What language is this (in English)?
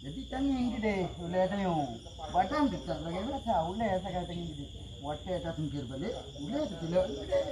Achinese